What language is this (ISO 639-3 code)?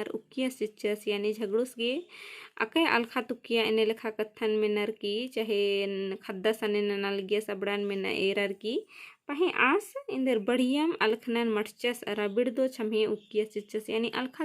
kru